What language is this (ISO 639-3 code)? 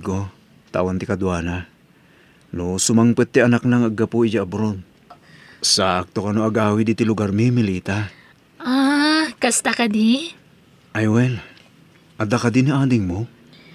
ilo